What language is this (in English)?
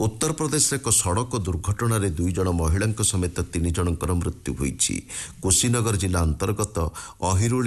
Odia